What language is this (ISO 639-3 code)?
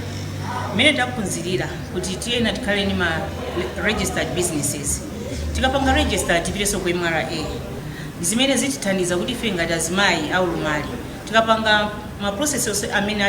nya